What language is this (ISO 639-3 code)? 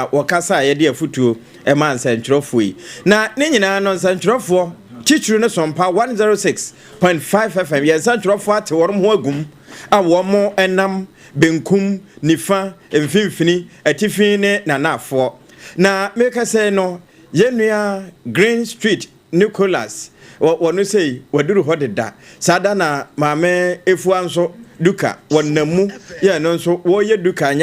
aka